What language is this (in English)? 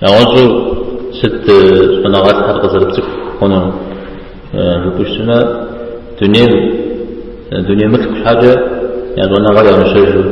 Kabardian